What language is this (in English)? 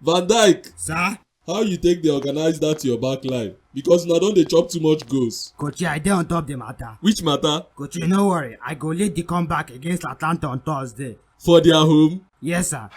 Nigerian Pidgin